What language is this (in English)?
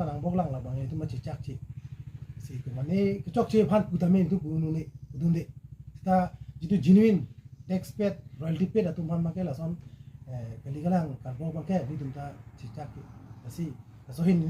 Karbi